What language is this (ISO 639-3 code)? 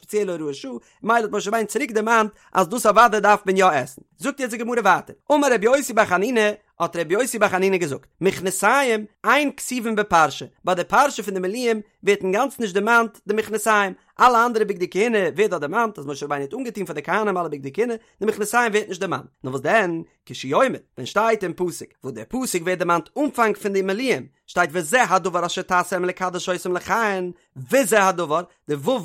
yid